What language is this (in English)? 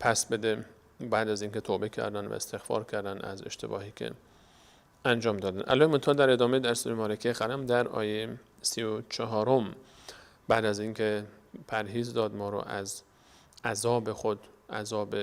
Persian